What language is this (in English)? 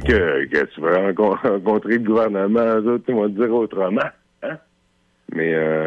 French